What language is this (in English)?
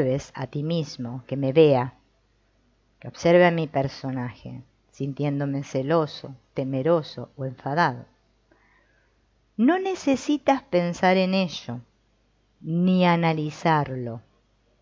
Spanish